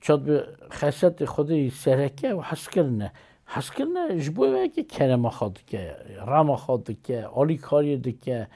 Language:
Kurdish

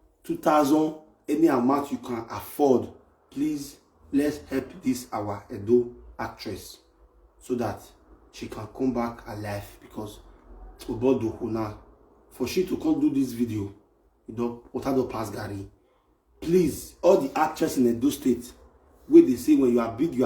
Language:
Nigerian Pidgin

